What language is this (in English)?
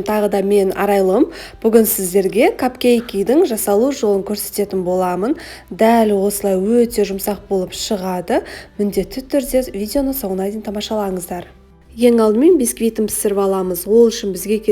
Kazakh